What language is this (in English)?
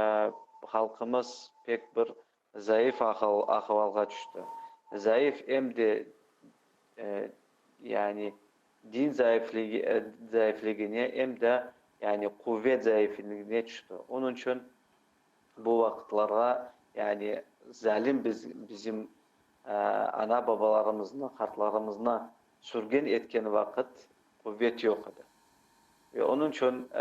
Crimean Tatar